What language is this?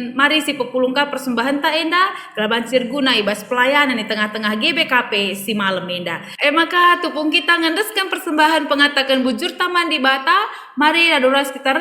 Batak Karo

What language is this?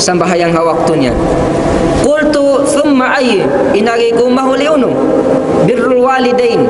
Tausug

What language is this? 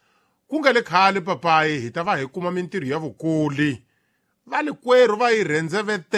Tsonga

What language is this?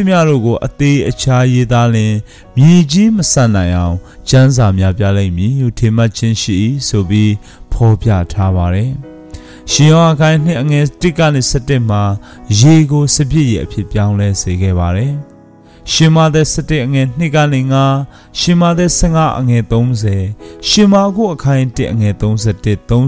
Burmese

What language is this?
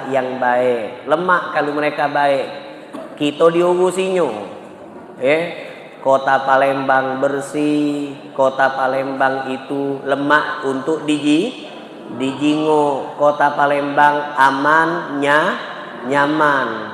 Musi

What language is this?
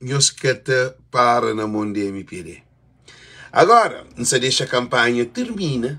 Kabuverdianu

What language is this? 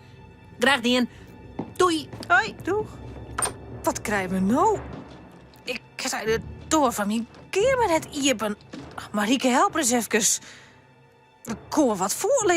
Western Frisian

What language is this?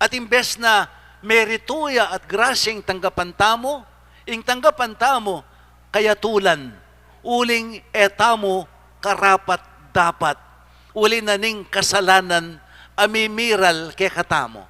Pampanga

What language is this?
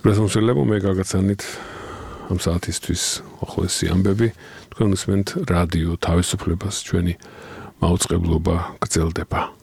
Georgian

